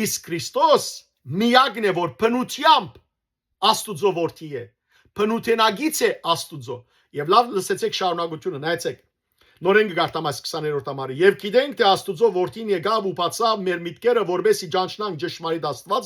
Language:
Western Armenian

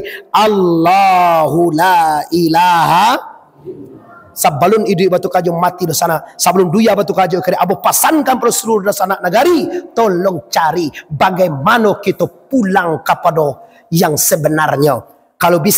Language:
Minangkabau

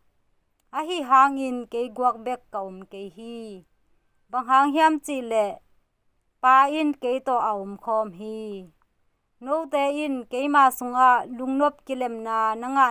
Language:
Tedim Chin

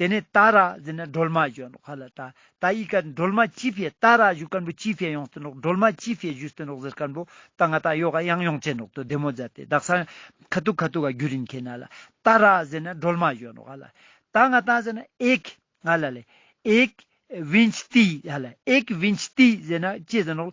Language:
Ladakhi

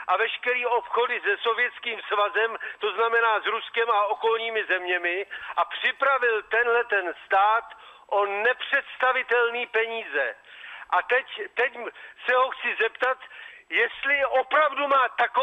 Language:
Czech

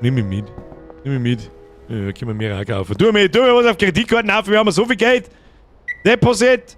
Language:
Bavarian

